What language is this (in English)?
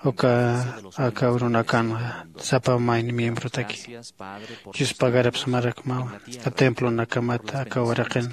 Aymara